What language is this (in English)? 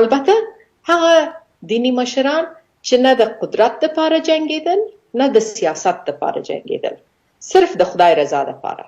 Pashto